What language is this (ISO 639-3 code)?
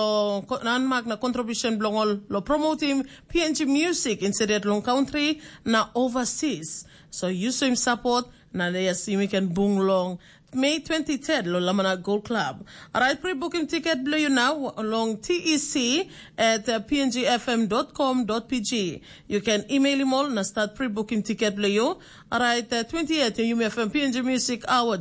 tpi